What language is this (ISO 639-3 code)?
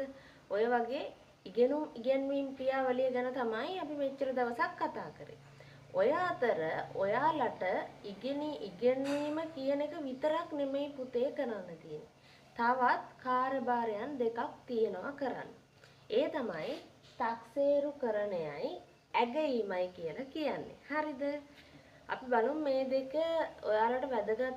sin